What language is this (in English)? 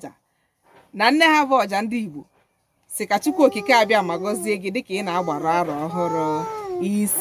Igbo